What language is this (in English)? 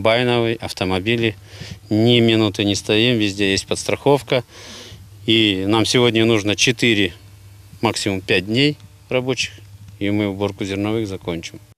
Russian